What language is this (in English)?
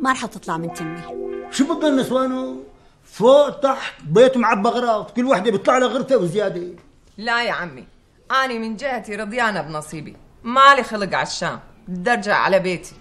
North Levantine Arabic